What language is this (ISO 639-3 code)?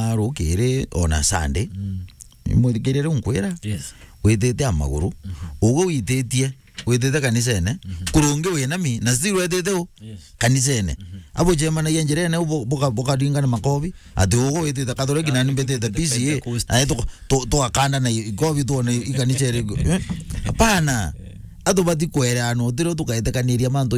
mer